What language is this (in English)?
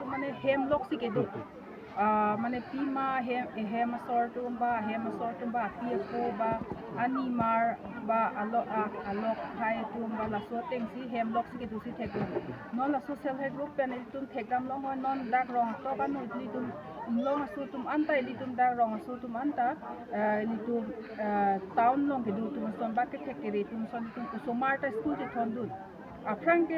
Karbi